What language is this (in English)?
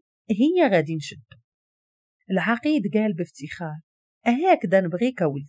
Moroccan Arabic